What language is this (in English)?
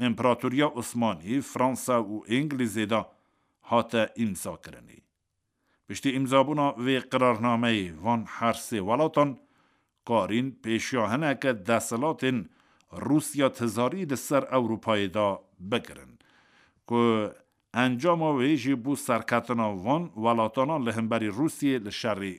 Kurdish